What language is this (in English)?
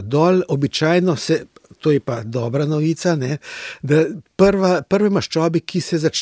Slovenian